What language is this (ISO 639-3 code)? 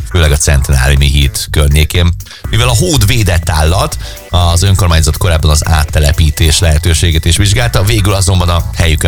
hun